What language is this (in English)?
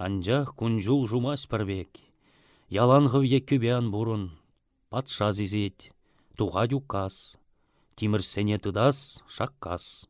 Chuvash